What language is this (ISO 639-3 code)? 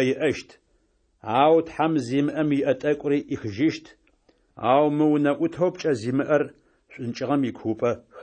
ady